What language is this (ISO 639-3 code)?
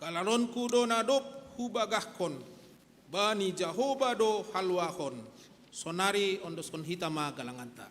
bts